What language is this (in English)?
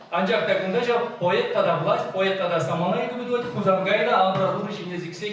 Chuvash